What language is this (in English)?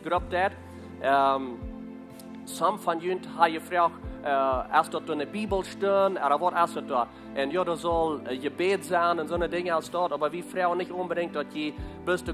Plautdietsch